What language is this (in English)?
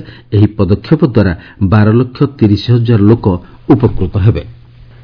Odia